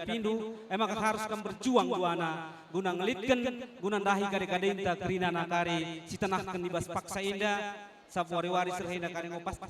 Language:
Batak Karo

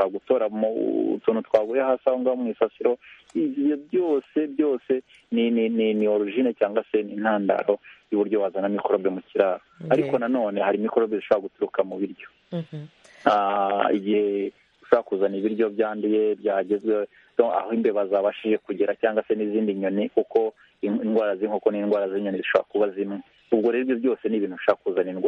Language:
Kinyarwanda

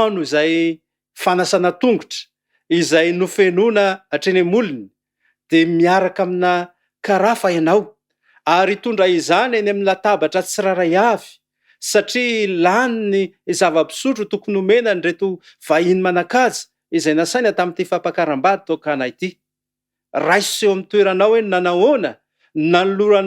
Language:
Malagasy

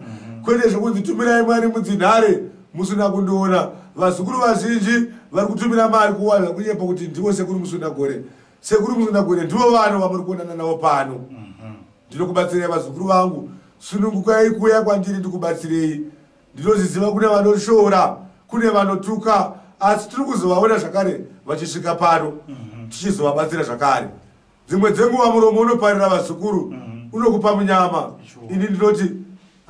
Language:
Shona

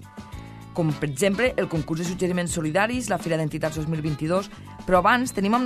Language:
Catalan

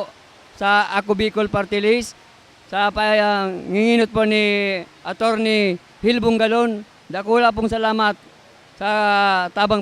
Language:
Bikol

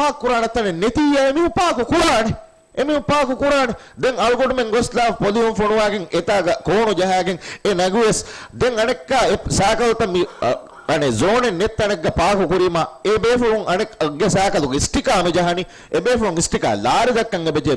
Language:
Divehi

